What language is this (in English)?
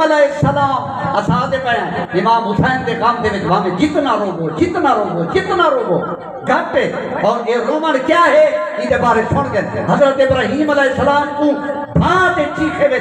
Saraiki